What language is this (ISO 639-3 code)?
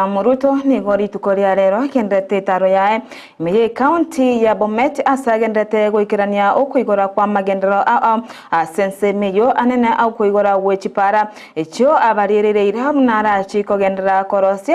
guz